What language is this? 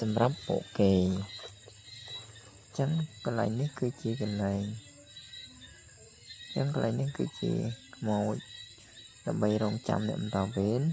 Khmer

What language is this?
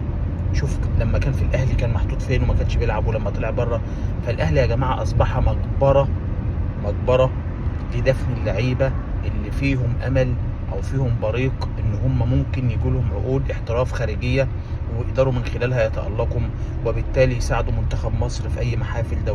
Egyptian Arabic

